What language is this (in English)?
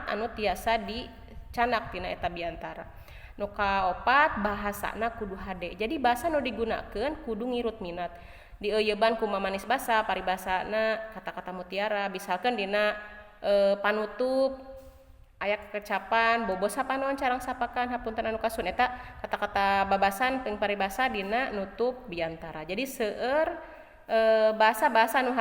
Sundanese